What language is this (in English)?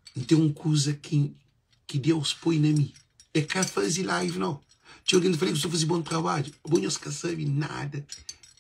Kabuverdianu